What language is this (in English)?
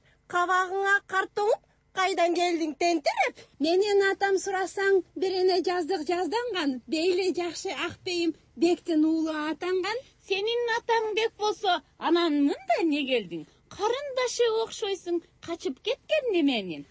Kyrgyz